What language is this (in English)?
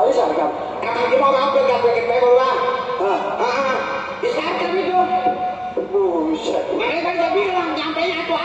Betawi